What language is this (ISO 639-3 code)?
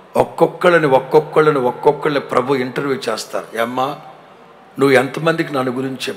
tel